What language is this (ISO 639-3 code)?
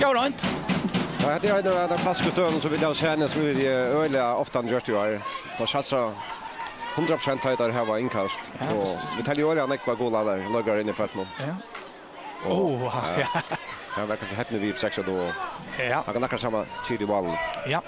fao